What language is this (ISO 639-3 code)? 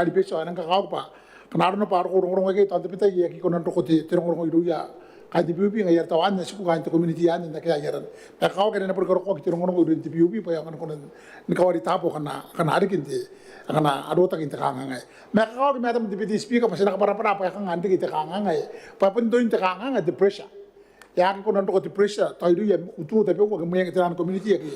gil